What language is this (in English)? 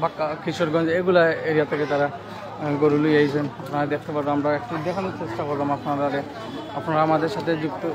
Sylheti